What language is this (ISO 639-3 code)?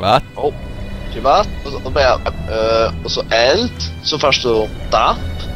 fao